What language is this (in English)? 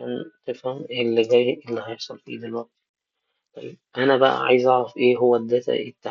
Egyptian Arabic